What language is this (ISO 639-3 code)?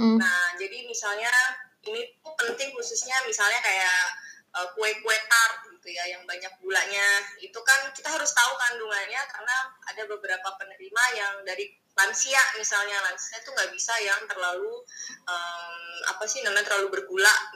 ind